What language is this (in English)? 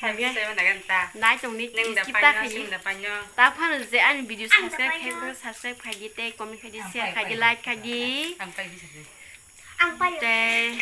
Kok Borok